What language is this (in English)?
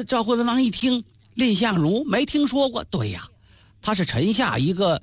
Chinese